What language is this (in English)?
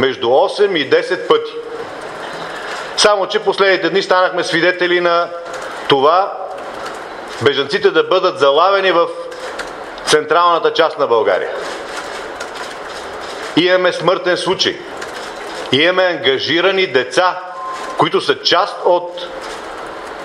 Bulgarian